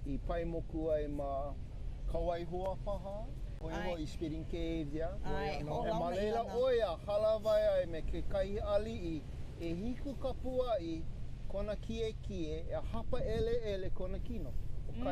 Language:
Hawaiian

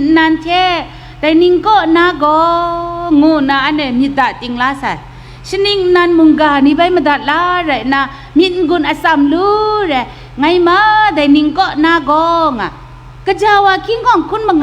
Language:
Kachin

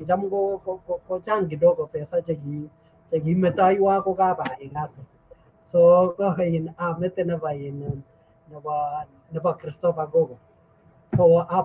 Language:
Kalenjin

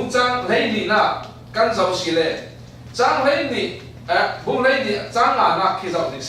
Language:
Falam Chin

